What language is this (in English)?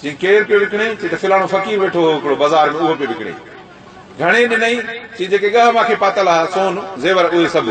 Sindhi